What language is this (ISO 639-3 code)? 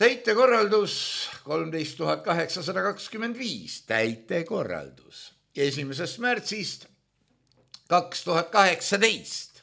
est